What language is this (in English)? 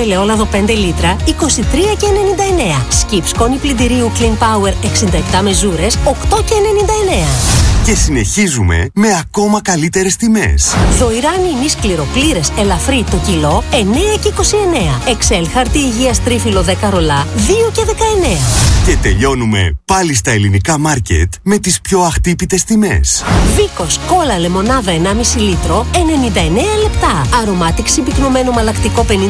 Greek